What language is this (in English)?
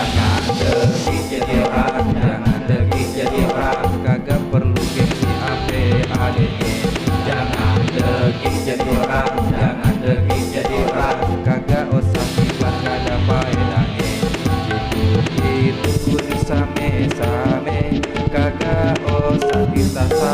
Betawi